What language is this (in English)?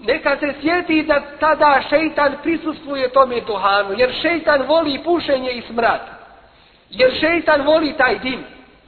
Bosnian